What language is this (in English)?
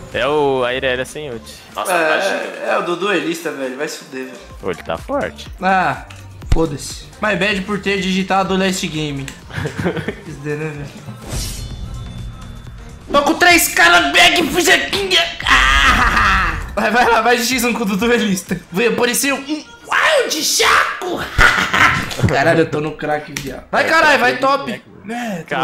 Portuguese